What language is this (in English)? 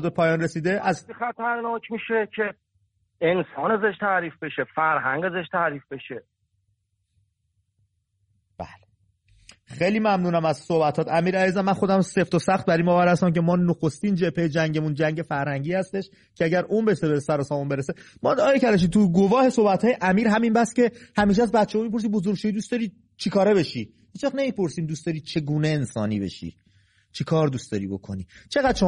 Persian